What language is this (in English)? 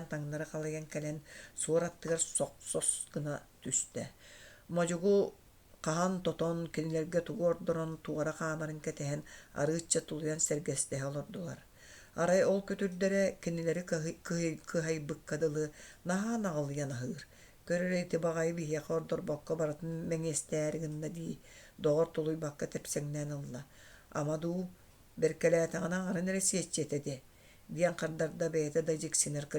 Yakut